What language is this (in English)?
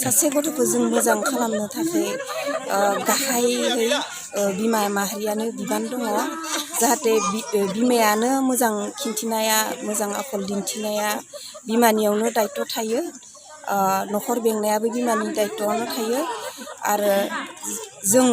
Bodo